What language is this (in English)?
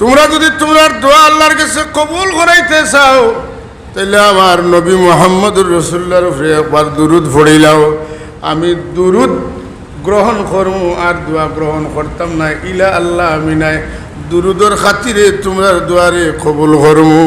Sylheti